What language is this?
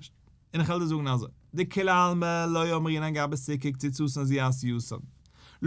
Yiddish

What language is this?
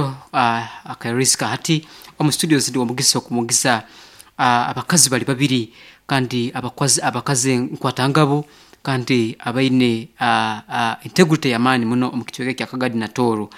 Nyankole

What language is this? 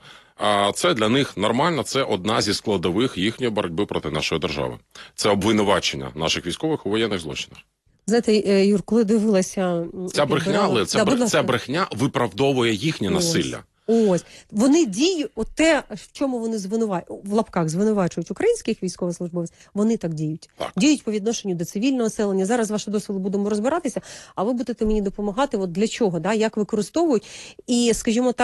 Ukrainian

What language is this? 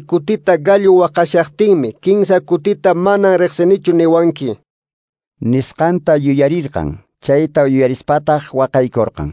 Quechua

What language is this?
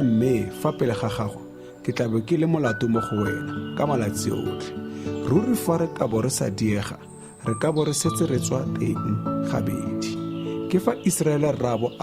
Tswana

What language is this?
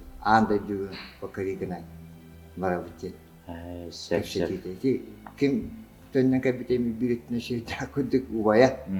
Yakut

